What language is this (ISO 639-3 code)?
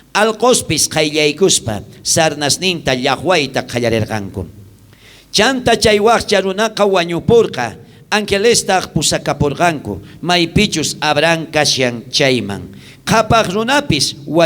quh